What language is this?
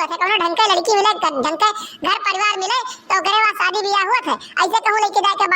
Awadhi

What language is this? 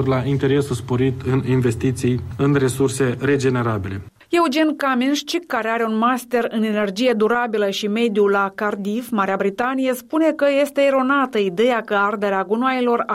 Romanian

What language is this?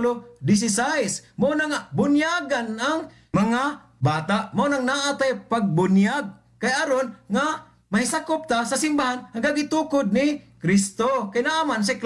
Cebuano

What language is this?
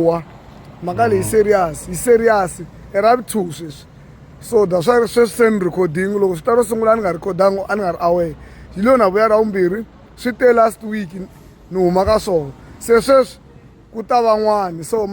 Tsonga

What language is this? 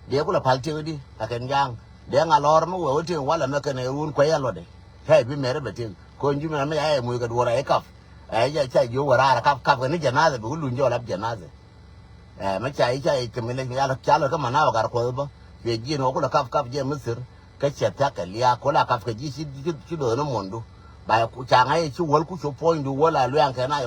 Nuer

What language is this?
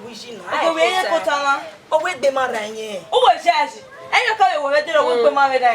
Bini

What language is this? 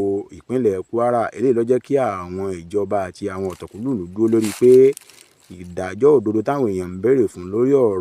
Yoruba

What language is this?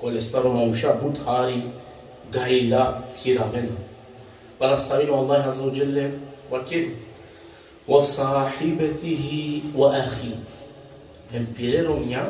Balkan Romani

